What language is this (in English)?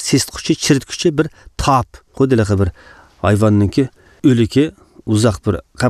Uyghur